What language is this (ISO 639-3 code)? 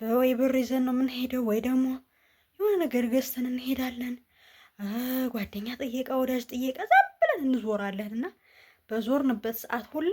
amh